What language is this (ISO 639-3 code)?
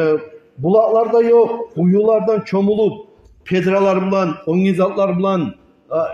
kum